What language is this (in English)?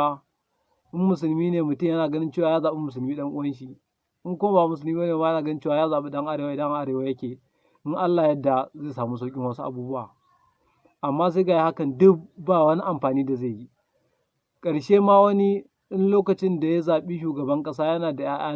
Hausa